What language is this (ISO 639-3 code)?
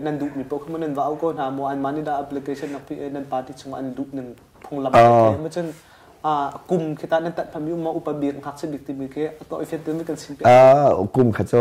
cnh